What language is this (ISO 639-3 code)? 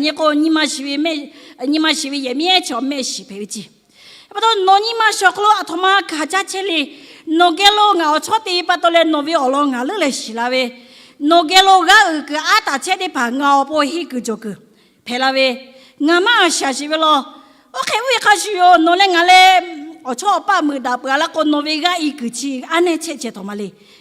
lhu